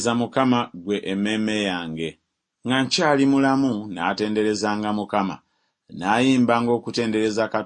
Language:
Ganda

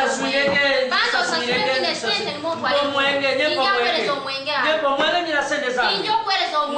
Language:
Nyoro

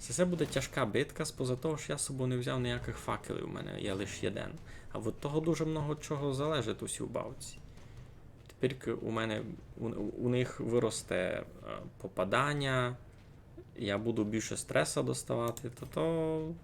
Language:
Rusyn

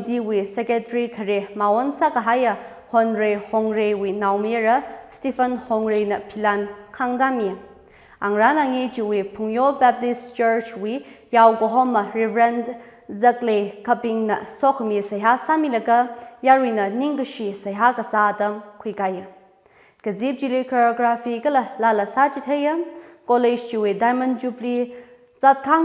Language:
Tangkhul Naga (India)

